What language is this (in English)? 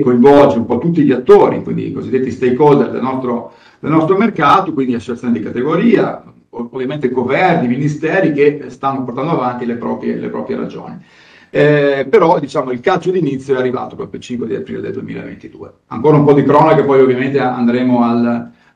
Italian